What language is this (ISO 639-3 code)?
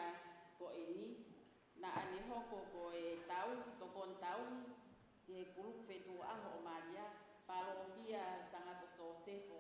ton